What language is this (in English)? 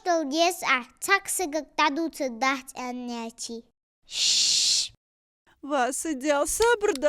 Ingush